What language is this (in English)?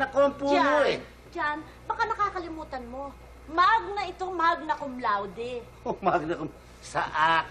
Filipino